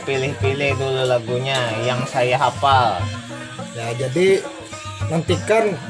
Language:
Banjar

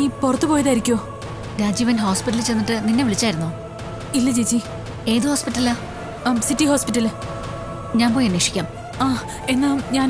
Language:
Malayalam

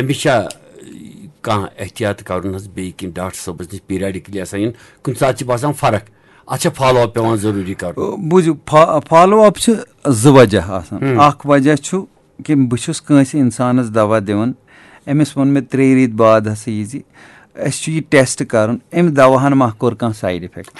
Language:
Kashmiri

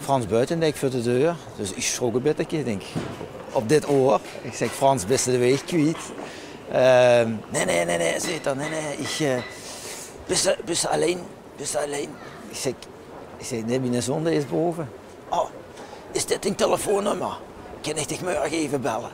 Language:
Limburgish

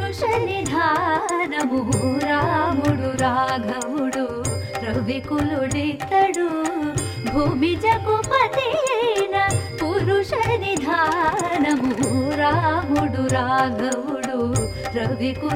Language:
Telugu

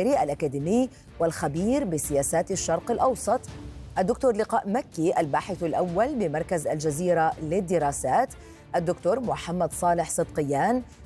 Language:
Arabic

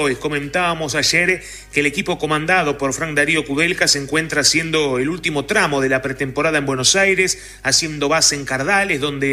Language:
Spanish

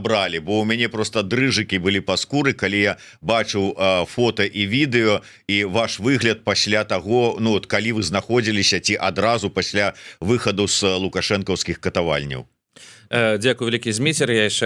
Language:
Belarusian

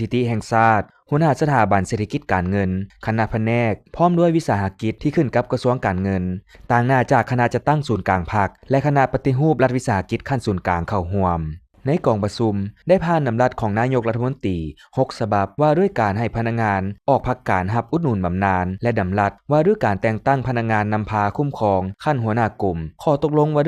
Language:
Lao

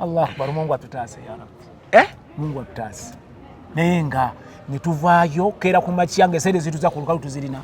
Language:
Ganda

